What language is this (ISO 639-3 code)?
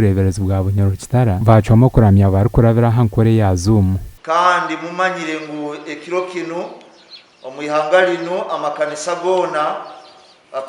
nyn